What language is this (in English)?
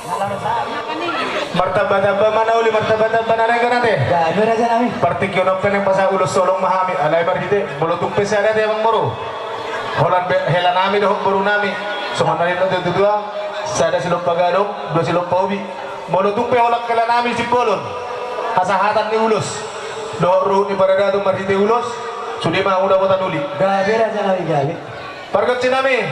Batak Toba